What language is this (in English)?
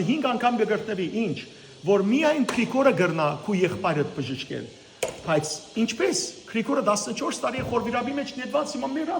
Western Armenian